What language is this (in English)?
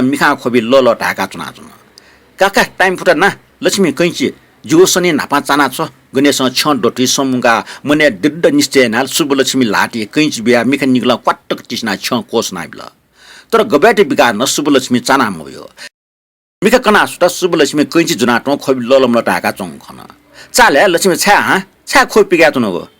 Newari